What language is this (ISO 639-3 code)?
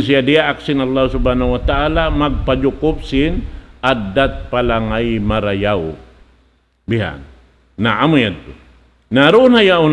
tsg